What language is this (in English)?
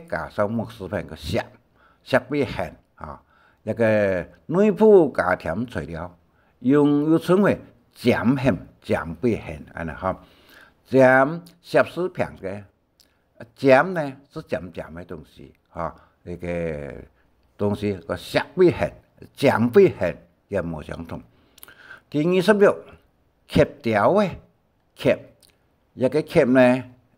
Hakka Chinese